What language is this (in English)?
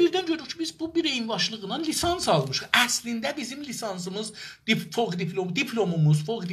South Azerbaijani